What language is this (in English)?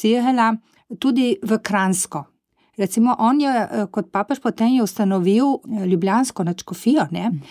Slovenian